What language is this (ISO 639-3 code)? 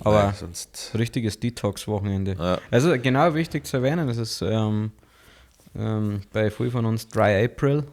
bar